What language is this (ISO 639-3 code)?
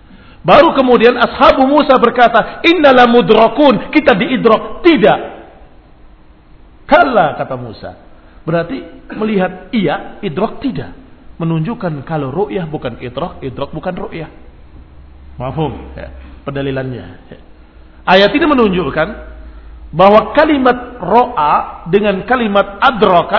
ind